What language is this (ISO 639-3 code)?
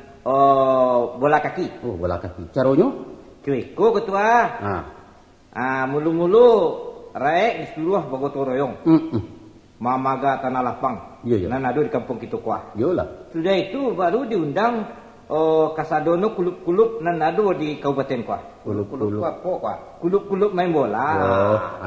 min